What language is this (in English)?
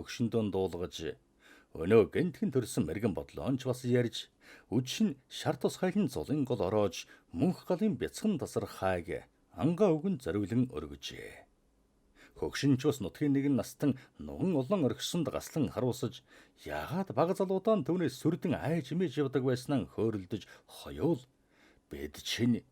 Mongolian